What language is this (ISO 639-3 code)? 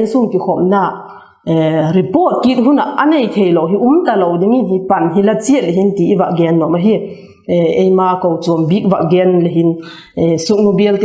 vap